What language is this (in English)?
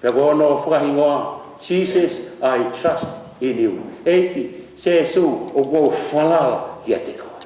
Tongan